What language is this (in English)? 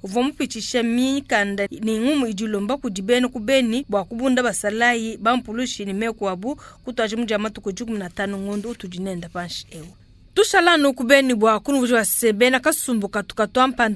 Luba-Lulua